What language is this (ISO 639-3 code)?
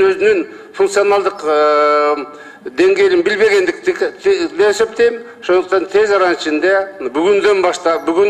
kir